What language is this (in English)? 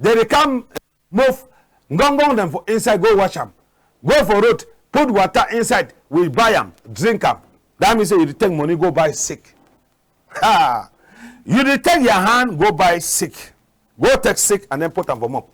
Cameroon Pidgin